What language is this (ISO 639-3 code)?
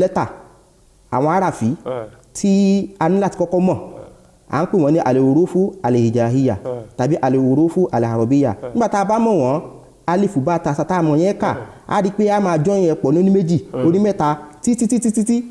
yor